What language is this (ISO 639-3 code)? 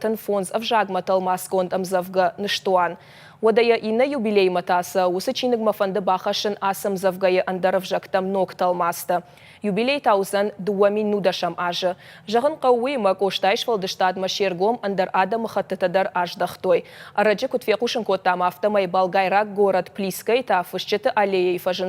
oss